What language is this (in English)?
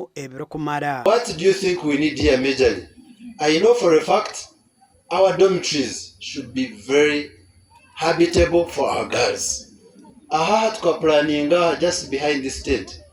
Nyankole